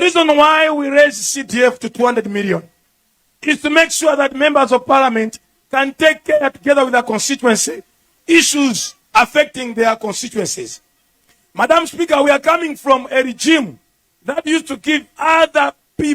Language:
Nyanja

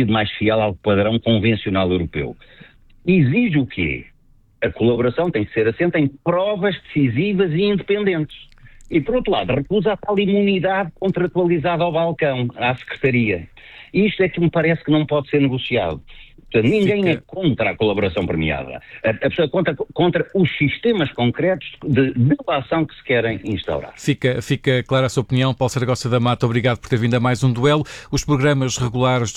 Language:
Portuguese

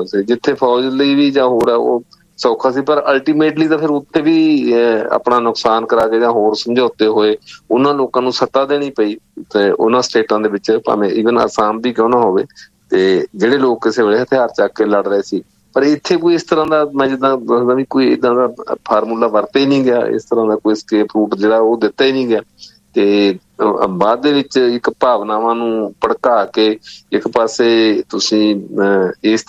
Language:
Punjabi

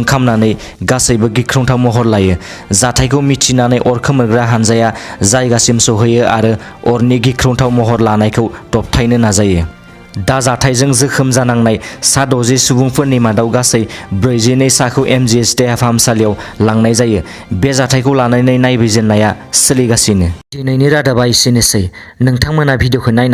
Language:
Bodo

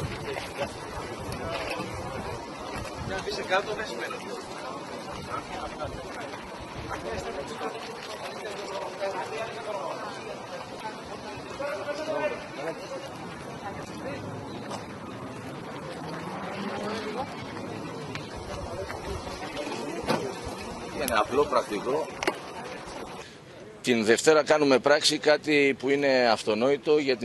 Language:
Greek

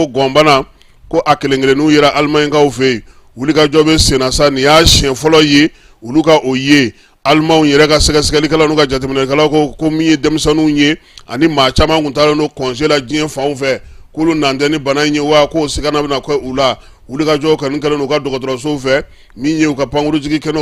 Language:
Bambara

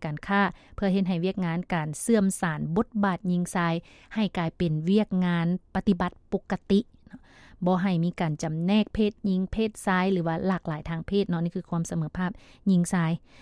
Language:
Lao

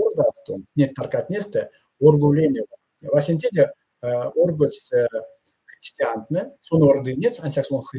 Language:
Erzya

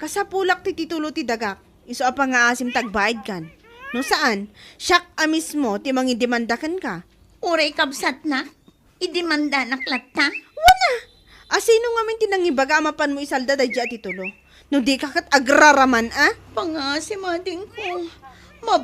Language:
Iloko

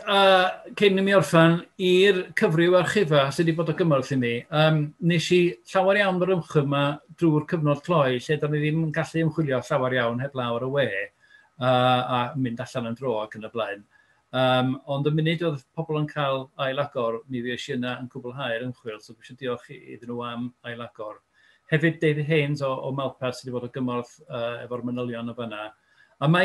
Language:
Welsh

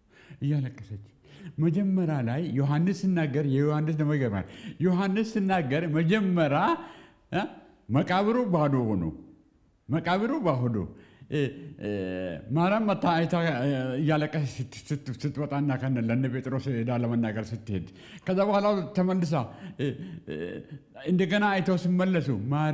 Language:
Amharic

